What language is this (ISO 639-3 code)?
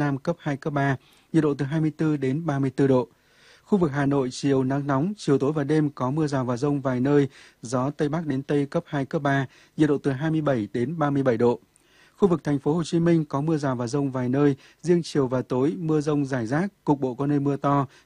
vie